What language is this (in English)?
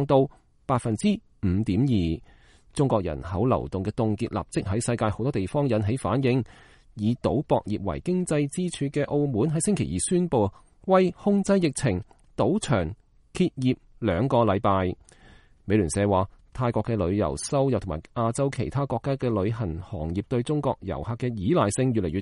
Cantonese